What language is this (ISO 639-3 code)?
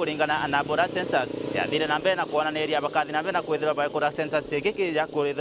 mer